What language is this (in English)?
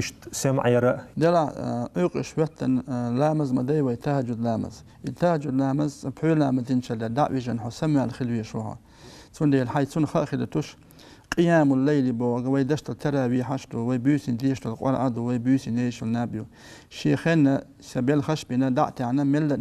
Chechen